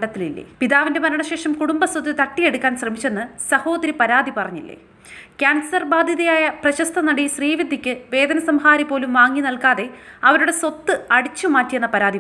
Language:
Malayalam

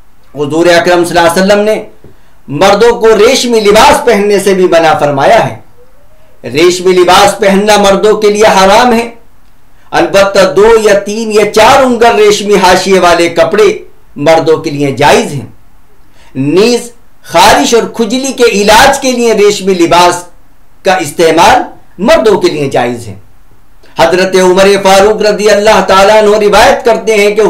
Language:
Urdu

